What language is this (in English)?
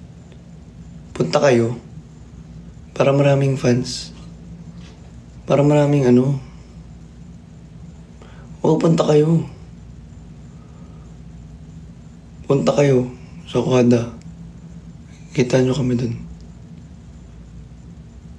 Filipino